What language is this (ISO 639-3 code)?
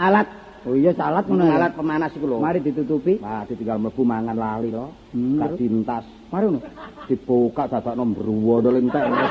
jav